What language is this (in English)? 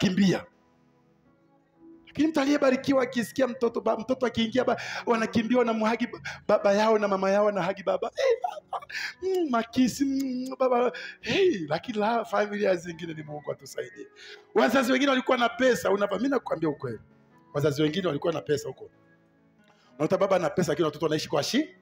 Swahili